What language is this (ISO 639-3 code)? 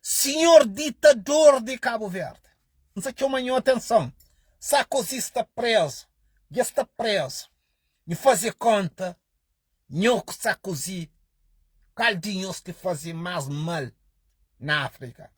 kea